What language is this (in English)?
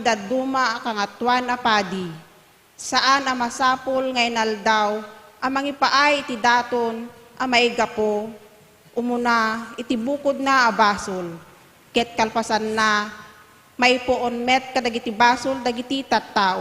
Iloko